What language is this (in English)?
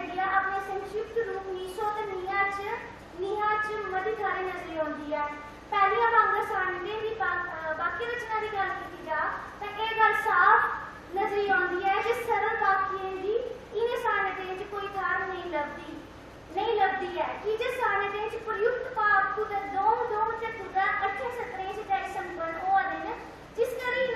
Dogri